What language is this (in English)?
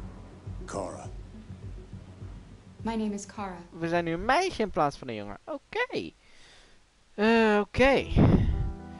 Dutch